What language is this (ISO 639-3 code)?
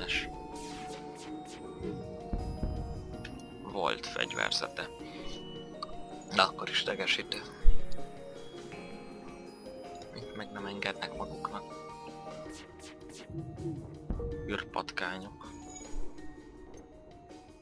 hun